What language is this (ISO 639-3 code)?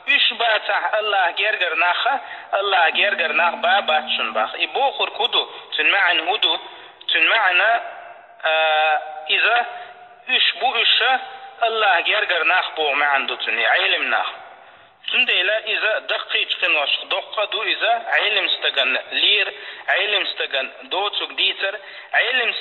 che